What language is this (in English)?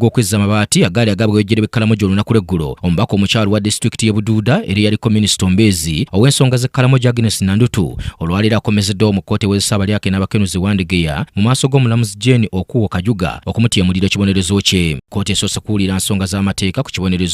Ganda